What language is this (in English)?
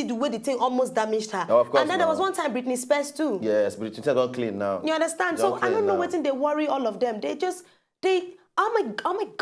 Nigerian Pidgin